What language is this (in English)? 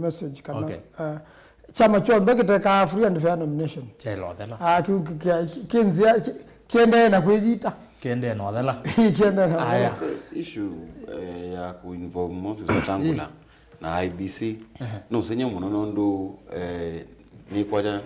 Kamba